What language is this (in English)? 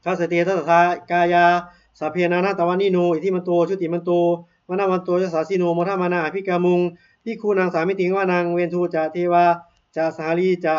Pali